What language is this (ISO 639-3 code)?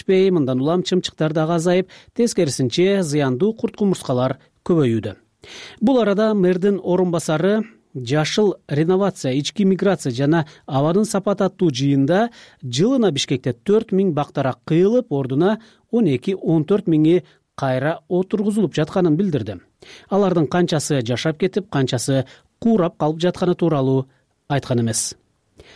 kir